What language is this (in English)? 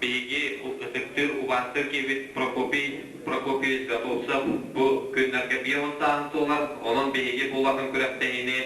Yakut